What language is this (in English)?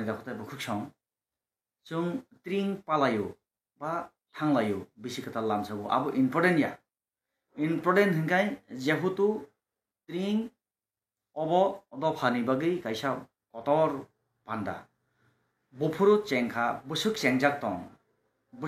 Kok Borok